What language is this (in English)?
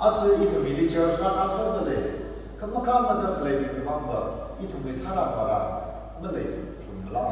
Tangkhul Naga (India)